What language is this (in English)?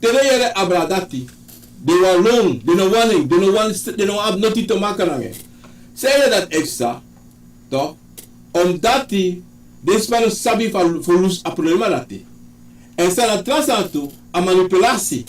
Sranan Tongo